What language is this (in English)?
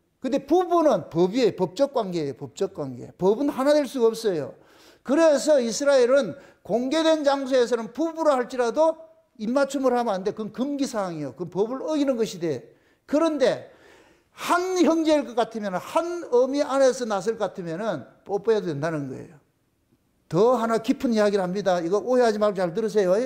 Korean